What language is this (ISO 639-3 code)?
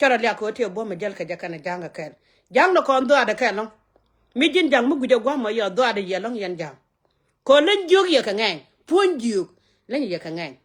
nus